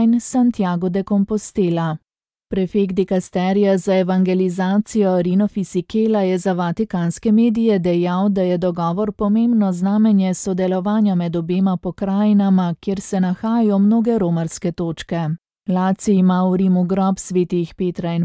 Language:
Slovenian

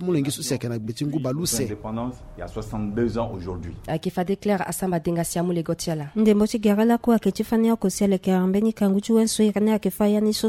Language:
Sango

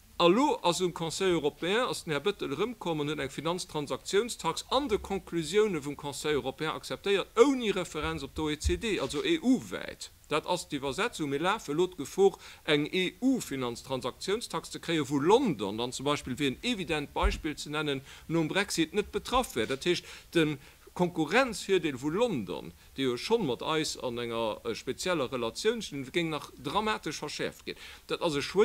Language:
Luxembourgish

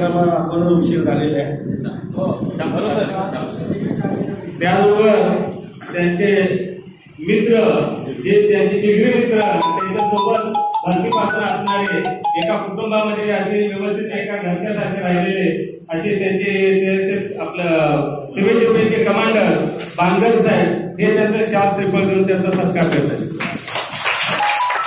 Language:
Marathi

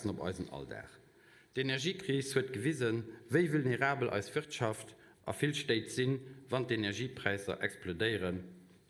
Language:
Luxembourgish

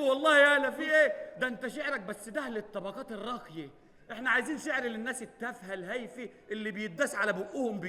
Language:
Egyptian Arabic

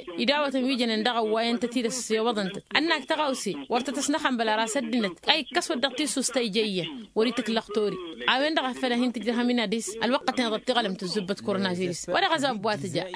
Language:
Tamasheq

